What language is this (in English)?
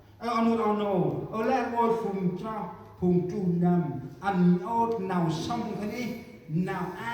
Central Mnong